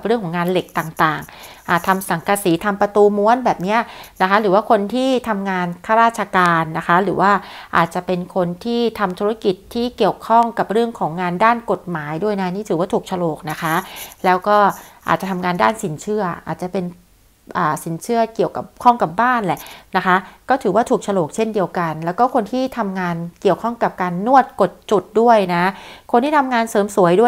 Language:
Thai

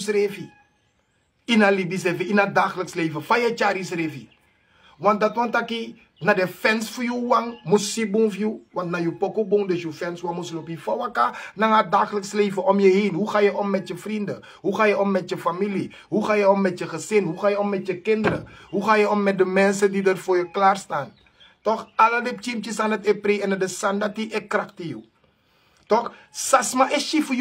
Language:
Sranan Tongo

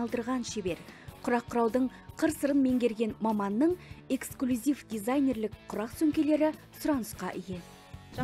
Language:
Kazakh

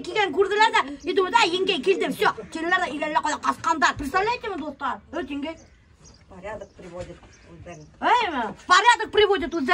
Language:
Bashkir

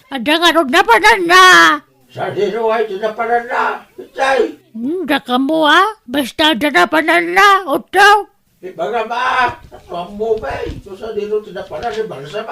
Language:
Iloko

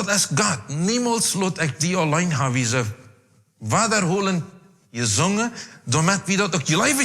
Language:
Plautdietsch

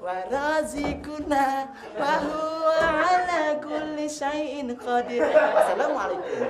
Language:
Musi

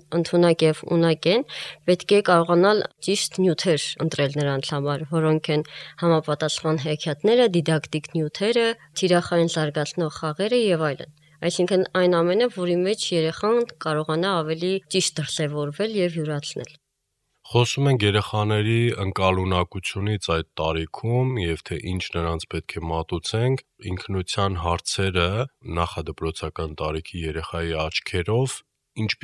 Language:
Armenian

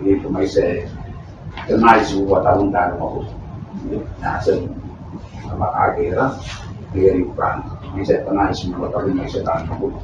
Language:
Gilbertese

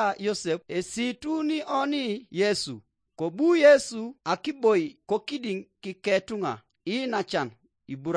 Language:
Teso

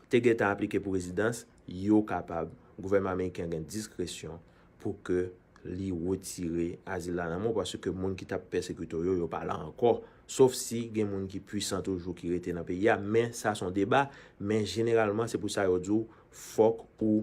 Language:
Haitian Creole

